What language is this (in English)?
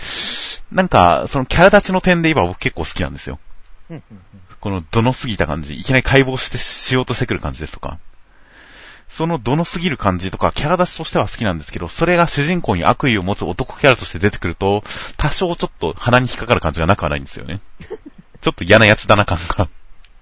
Japanese